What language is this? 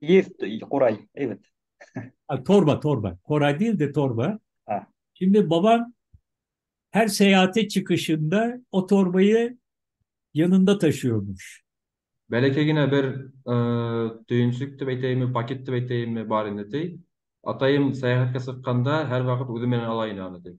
Bashkir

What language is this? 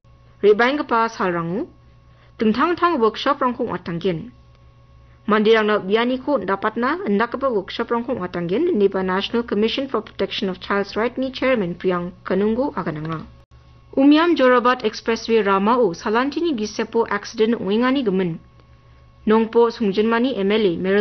Garo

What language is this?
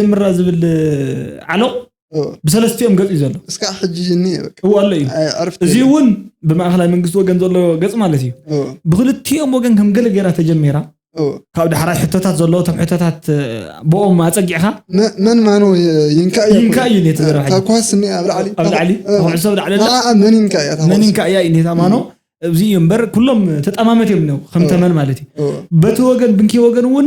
Tigrinya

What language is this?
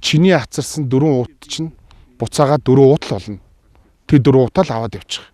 Mongolian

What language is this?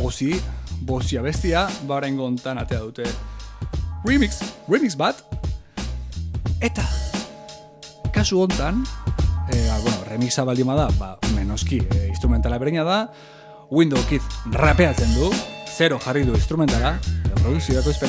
Basque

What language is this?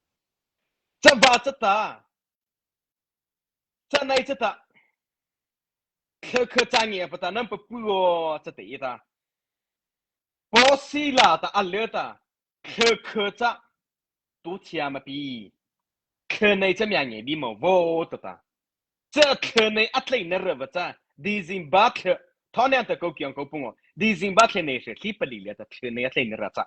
Mara Chin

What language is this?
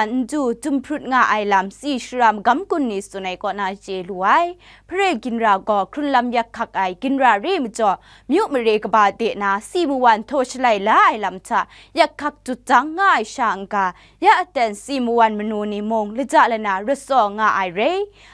Kachin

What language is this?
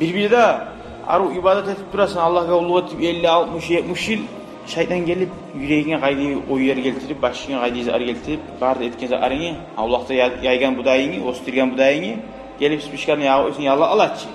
Kumyk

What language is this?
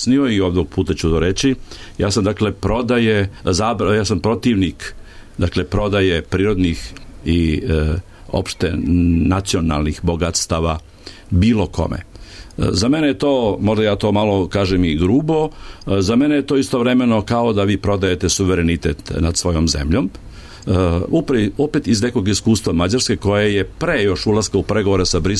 Serbian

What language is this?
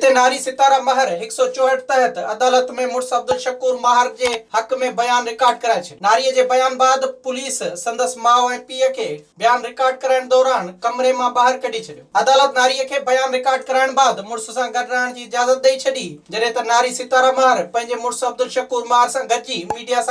Sindhi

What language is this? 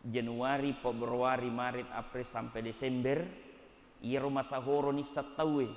Buginese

